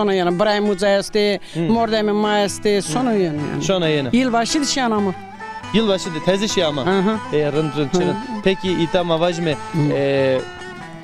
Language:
Zaza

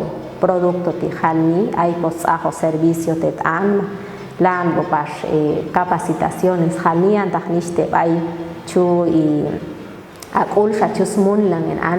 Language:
Popti'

